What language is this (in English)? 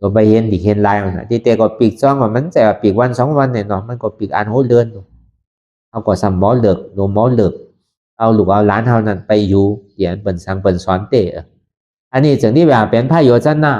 Shan